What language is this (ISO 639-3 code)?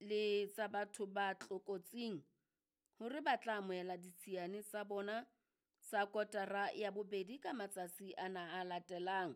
sot